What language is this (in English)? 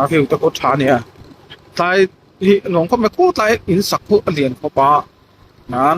Mizo